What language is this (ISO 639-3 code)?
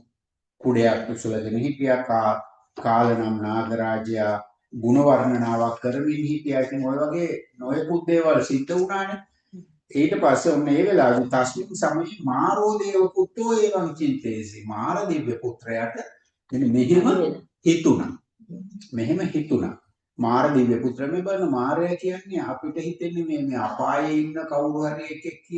sin